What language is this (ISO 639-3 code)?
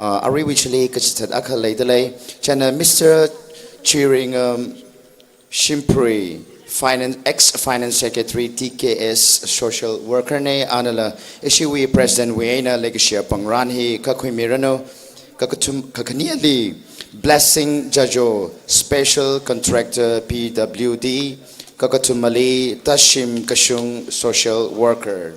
nmf